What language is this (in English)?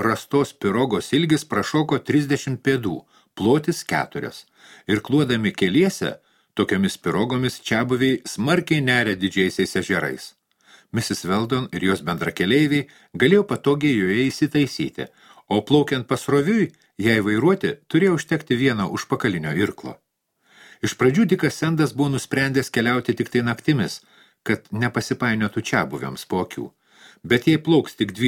Lithuanian